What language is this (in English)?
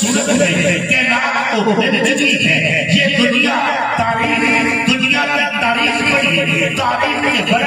Urdu